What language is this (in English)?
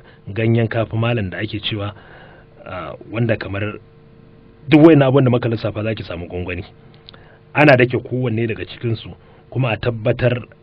Hausa